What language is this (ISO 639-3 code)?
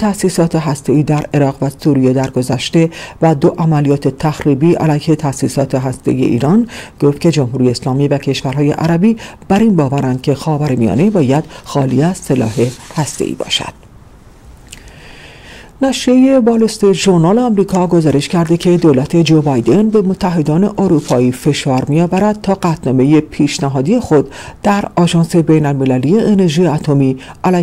fas